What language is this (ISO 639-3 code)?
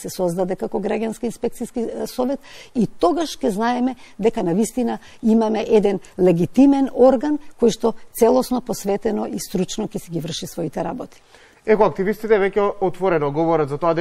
mkd